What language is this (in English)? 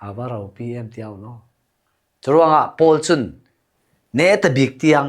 Falam Chin